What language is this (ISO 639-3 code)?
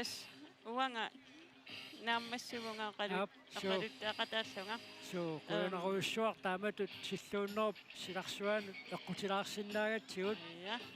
kal